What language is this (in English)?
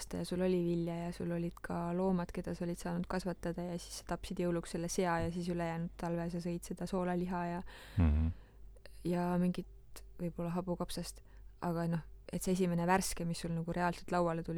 Estonian